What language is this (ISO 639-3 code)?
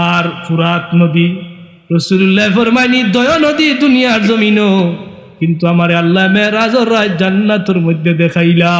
syl